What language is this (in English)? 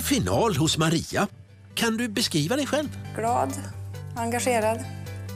Swedish